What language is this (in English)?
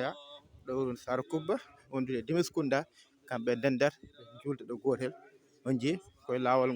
Fula